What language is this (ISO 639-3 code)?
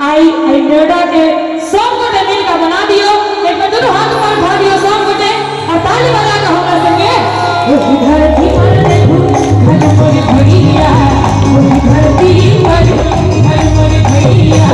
mai